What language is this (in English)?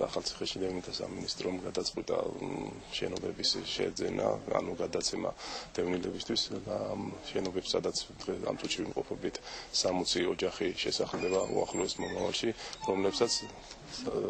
Georgian